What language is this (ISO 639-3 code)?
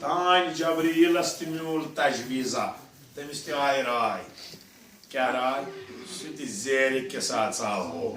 kas